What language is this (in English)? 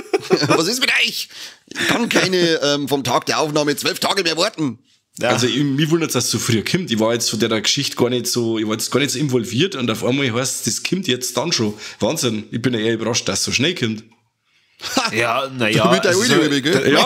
Bavarian